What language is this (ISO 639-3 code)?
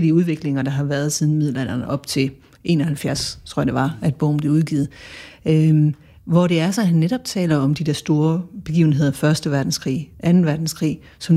dan